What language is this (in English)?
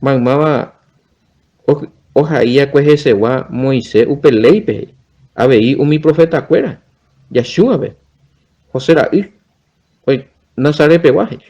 Guarani